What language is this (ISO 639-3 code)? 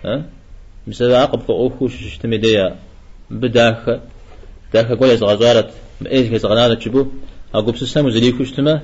kbd